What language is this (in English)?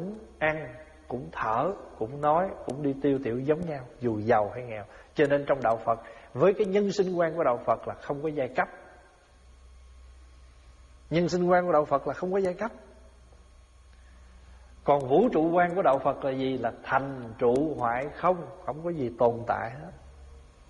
Vietnamese